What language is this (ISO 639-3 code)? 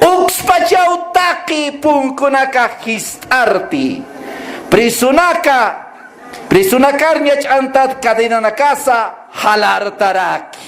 aym